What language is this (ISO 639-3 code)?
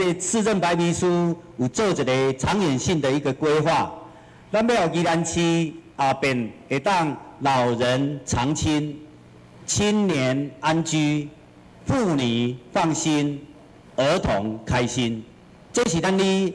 nan